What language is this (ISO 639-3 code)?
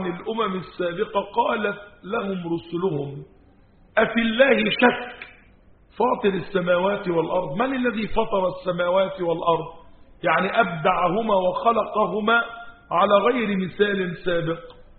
ara